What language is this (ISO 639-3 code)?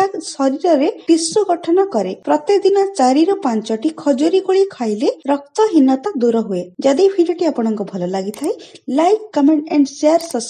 ori